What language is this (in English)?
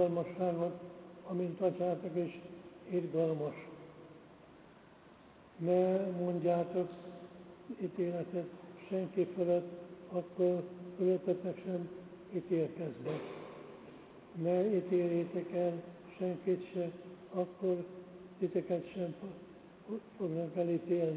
Hungarian